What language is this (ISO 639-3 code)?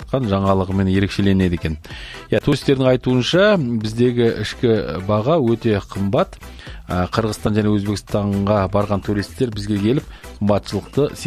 kaz